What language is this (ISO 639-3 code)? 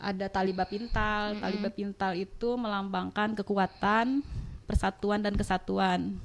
bjn